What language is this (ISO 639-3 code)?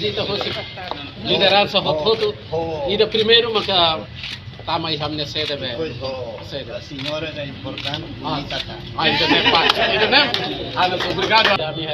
tet